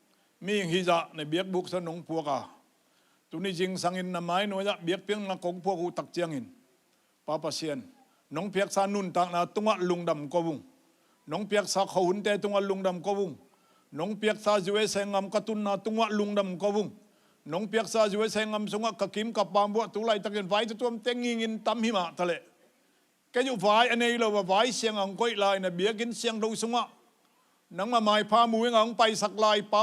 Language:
Tedim Chin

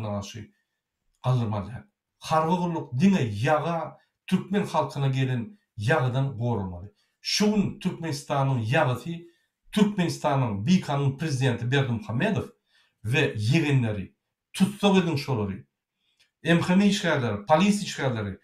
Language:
Turkmen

